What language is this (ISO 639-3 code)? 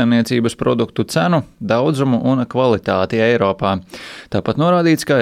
lav